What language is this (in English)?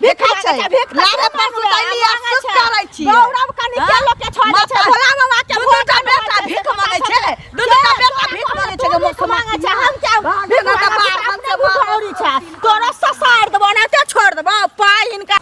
Maithili